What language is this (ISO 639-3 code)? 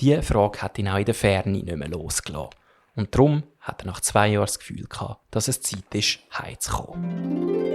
gsw